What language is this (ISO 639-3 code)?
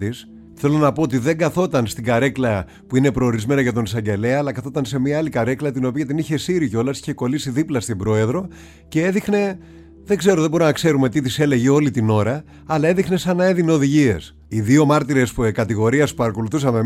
ell